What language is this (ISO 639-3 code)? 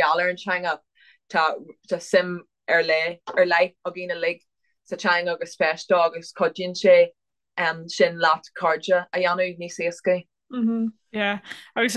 gle